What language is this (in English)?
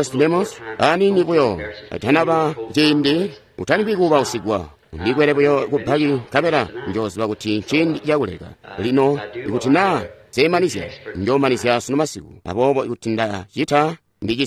Tonga (Zambia)